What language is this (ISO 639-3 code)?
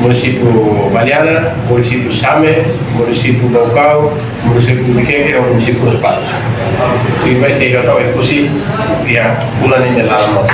tet